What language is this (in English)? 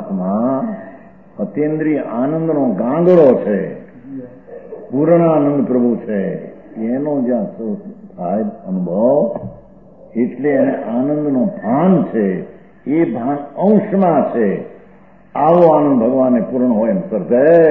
Gujarati